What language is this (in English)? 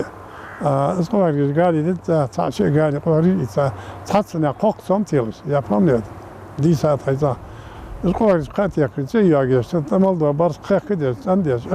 Ingush